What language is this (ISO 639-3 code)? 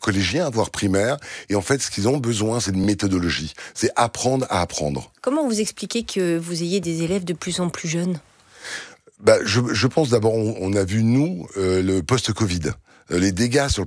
fra